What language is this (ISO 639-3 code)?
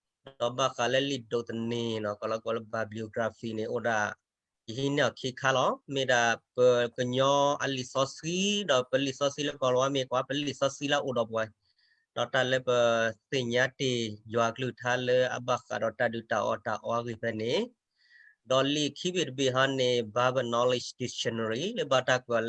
ksw